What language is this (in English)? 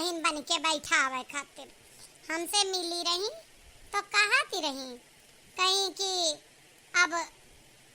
Awadhi